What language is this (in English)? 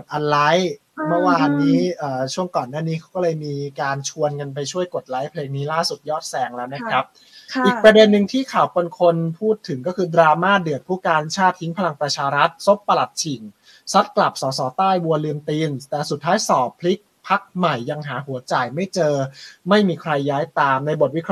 Thai